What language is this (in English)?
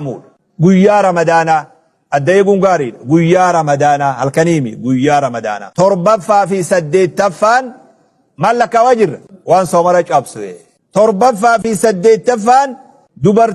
Oromo